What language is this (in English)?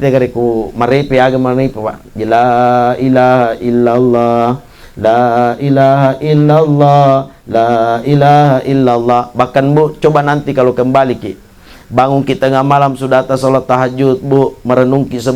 Buginese